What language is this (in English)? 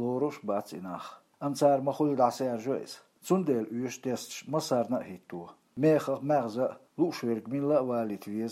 Chechen